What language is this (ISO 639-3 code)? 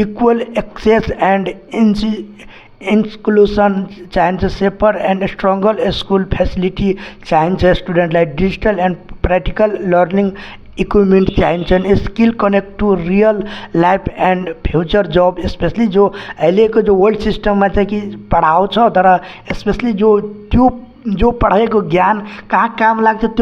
nep